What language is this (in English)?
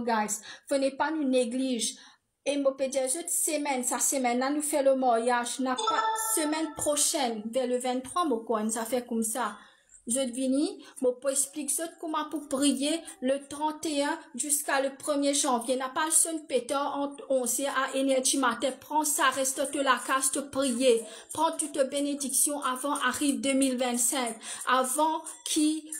Morisyen